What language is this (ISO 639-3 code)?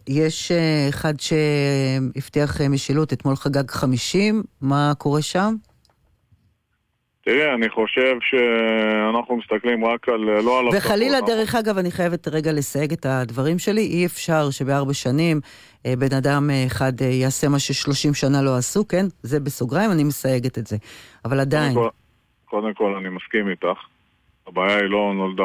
heb